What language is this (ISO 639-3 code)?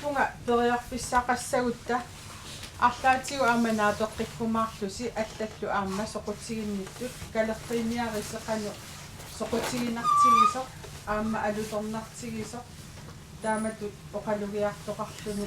kal